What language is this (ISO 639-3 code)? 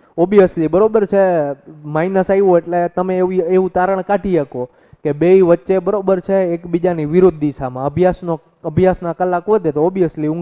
guj